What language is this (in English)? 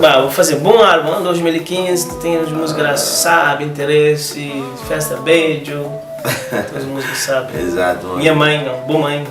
Kabuverdianu